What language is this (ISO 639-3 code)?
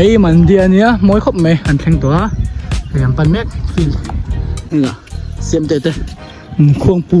lus